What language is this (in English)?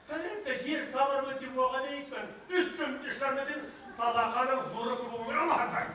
Bashkir